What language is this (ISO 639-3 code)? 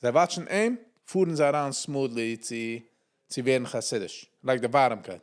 yid